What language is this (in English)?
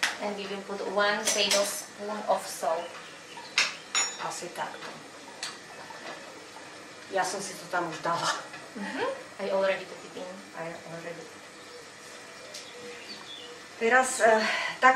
Slovak